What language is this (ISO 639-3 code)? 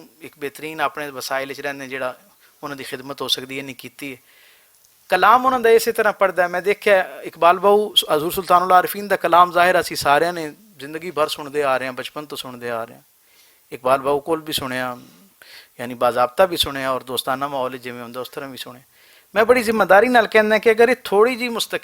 lah